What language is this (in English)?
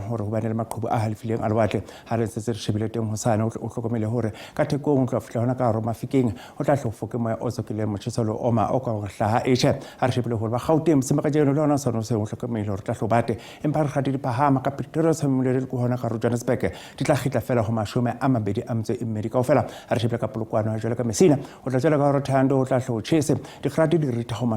Southern Sotho